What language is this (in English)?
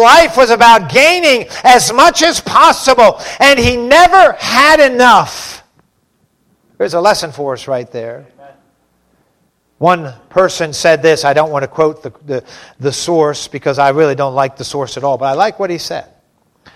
English